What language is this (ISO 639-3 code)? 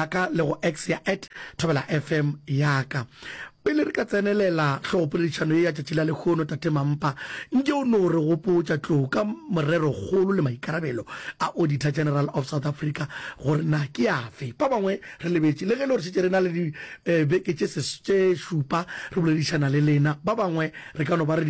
nso